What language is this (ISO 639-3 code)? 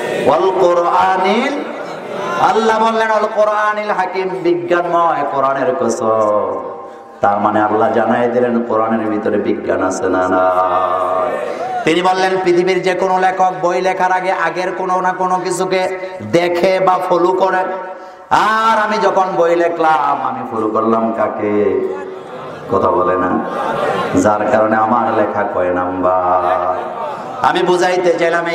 ben